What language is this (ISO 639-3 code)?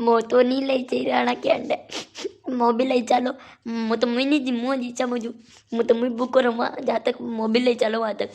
raj